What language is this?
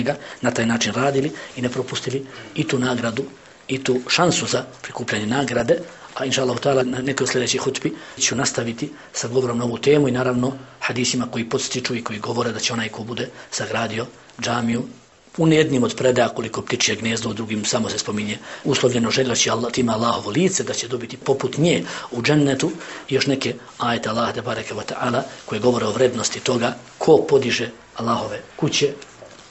Bosnian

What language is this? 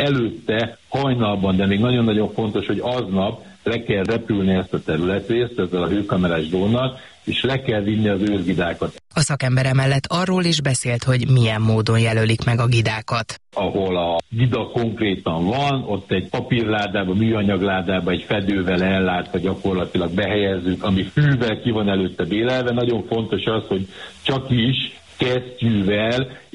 Hungarian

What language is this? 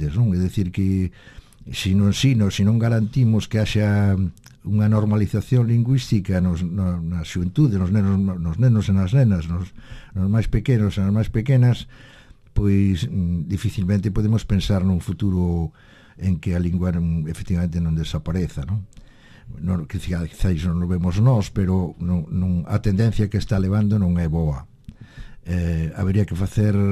Galician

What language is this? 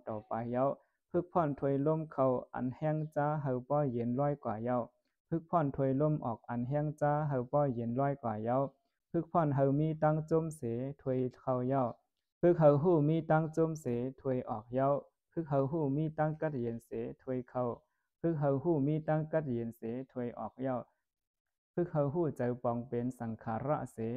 Shan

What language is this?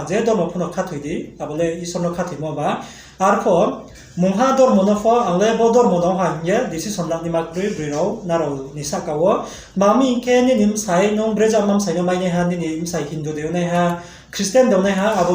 Riang (India)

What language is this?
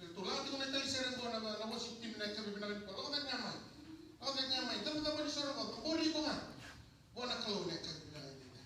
Fijian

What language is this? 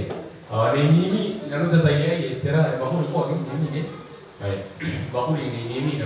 Gilbertese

